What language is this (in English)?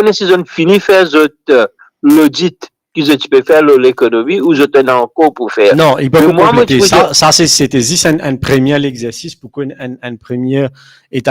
Morisyen